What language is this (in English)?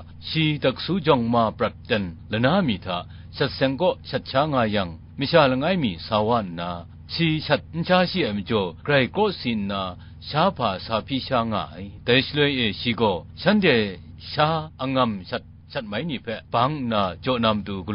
Kachin